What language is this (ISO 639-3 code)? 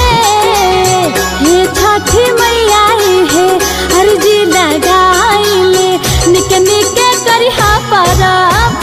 bho